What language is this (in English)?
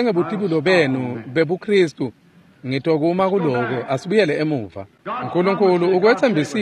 Swati